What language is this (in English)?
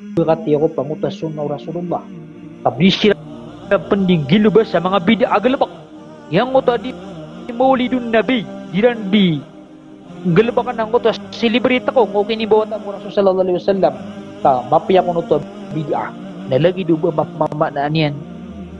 Maranao